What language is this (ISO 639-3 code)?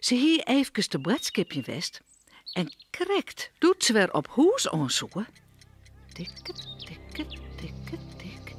fry